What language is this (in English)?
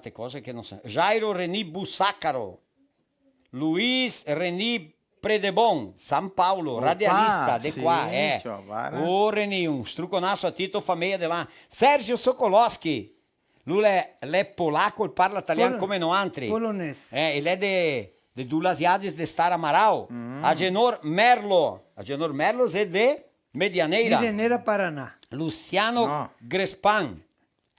Venetian